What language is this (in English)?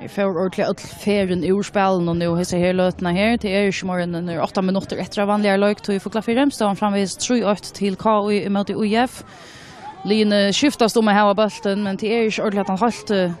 Faroese